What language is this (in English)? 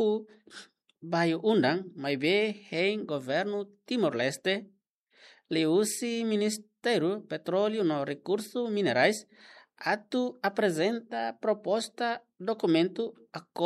Tetum